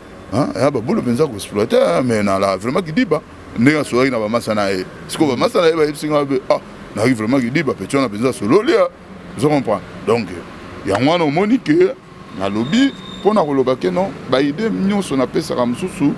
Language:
Lingala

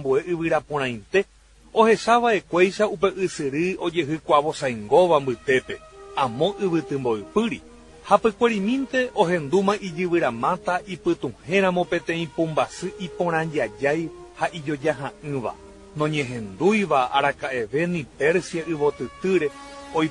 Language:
Guarani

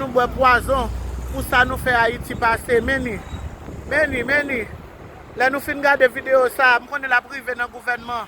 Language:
Haitian Creole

